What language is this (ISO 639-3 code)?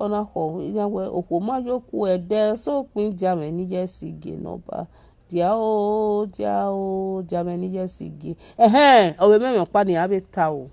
pcm